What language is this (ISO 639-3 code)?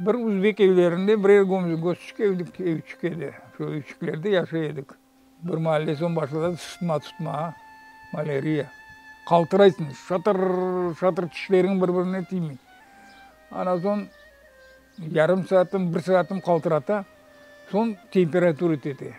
crh